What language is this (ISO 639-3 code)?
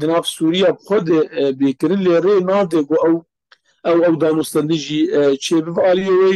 kur